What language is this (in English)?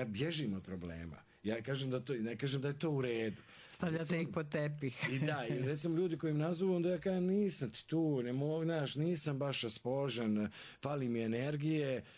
Croatian